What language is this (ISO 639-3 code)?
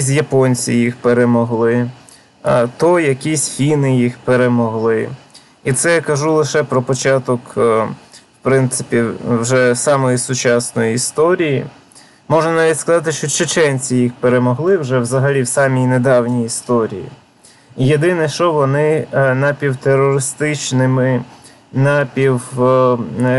ukr